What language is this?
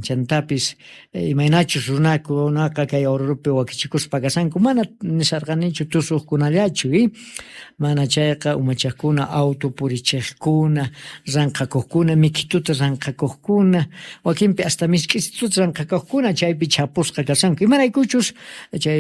Quechua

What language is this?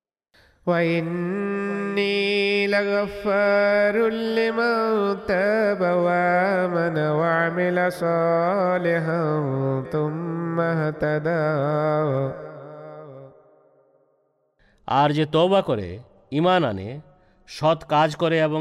Bangla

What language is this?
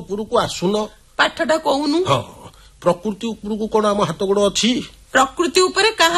Odia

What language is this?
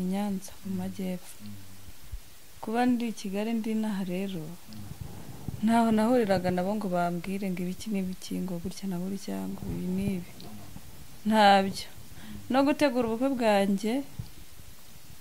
Kinyarwanda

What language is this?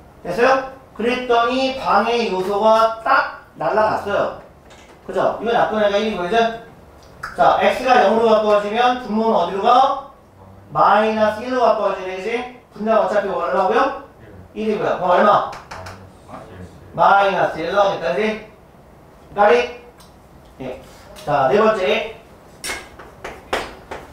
Korean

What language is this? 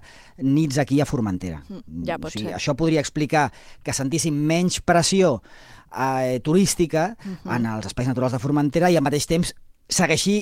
Catalan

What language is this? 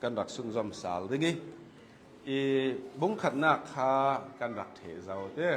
Hakha Chin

